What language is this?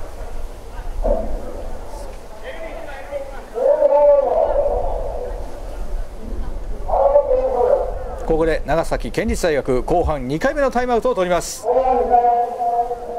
Japanese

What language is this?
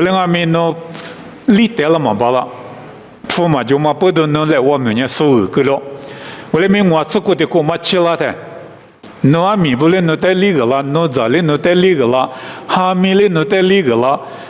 Lisu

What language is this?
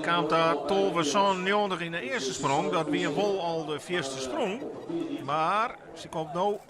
Western Frisian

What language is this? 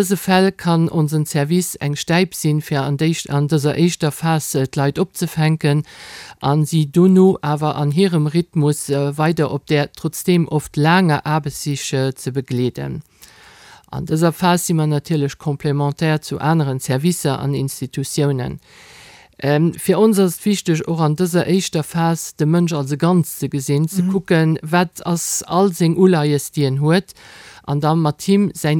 Luxembourgish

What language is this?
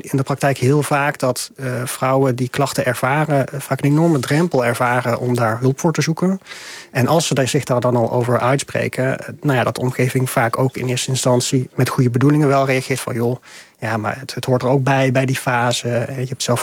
Dutch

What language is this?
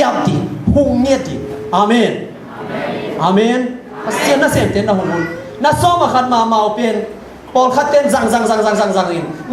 Tedim Chin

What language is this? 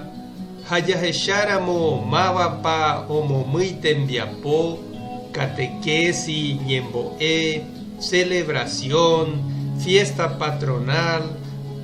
Guarani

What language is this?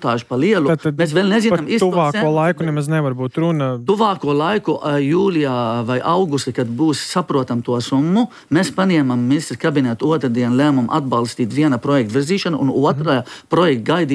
Latvian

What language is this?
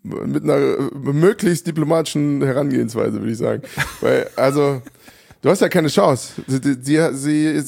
German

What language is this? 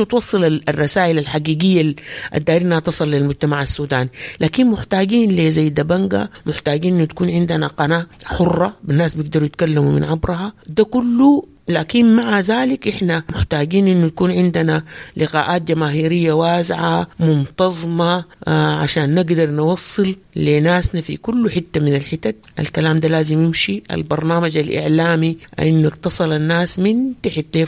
Sudanese Arabic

